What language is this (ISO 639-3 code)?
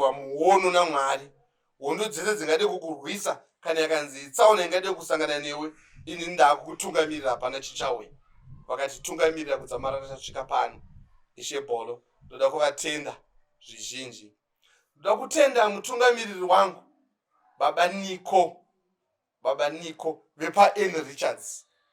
sna